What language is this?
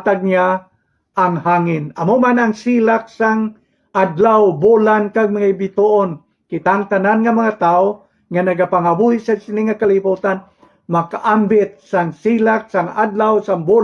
Hiligaynon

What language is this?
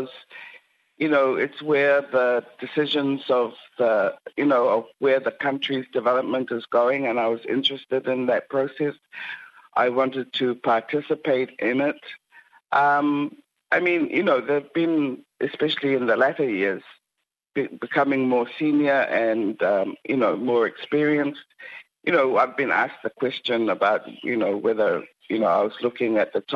English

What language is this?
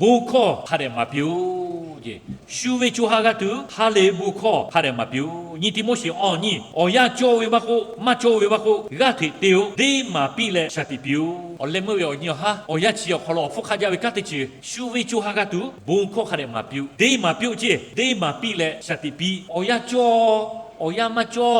Lahu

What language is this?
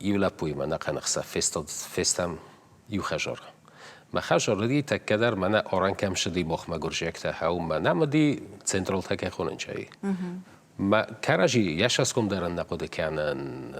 Ossetic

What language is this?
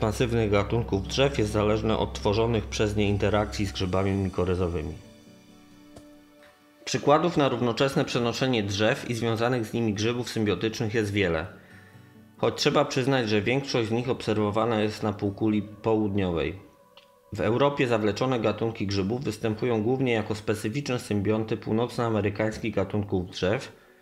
Polish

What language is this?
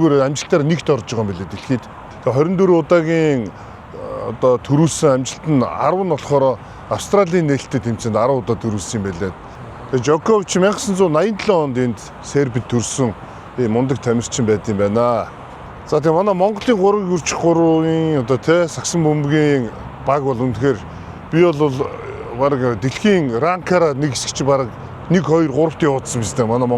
Mongolian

